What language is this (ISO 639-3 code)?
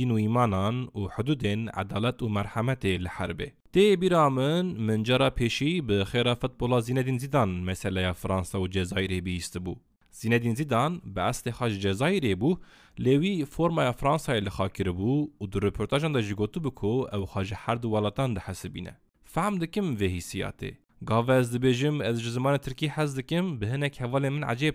kur